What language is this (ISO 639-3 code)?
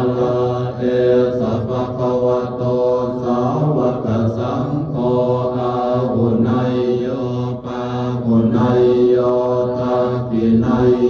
pli